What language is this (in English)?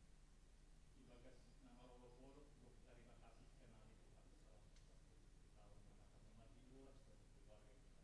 Batak Simalungun